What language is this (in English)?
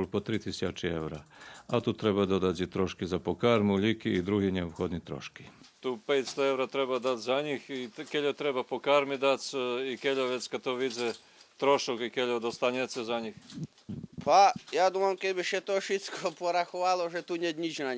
Rusyn